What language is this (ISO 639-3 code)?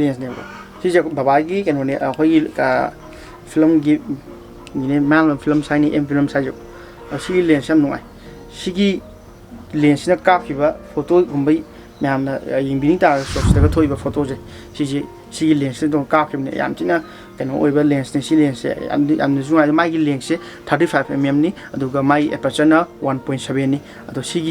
mni